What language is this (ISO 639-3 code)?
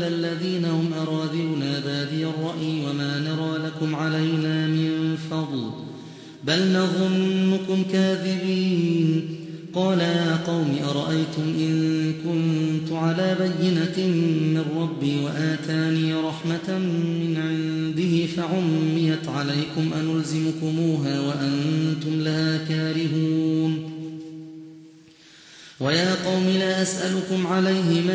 ara